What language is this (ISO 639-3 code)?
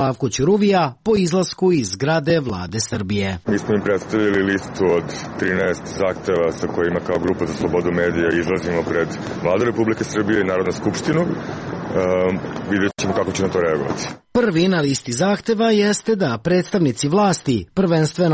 srp